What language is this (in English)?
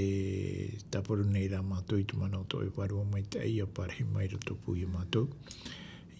Tahitian